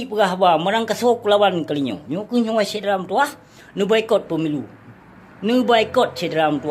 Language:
Achinese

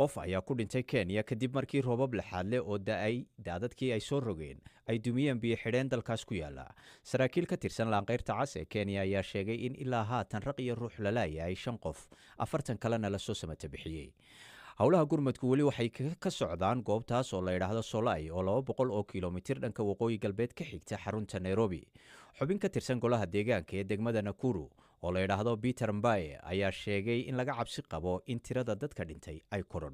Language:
Somali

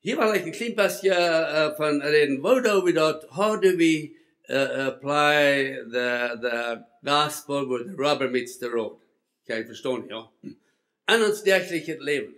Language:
Plautdietsch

